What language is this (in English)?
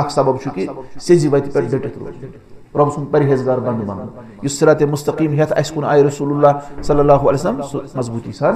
Kashmiri